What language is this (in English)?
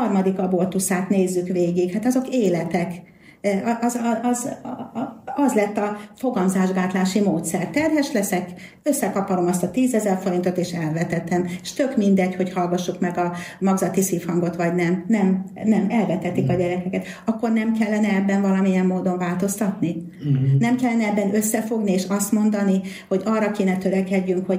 Hungarian